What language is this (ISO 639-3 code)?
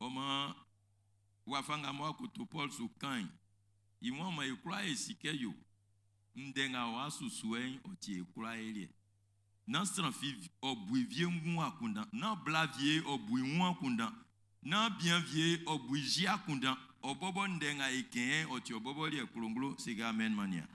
bci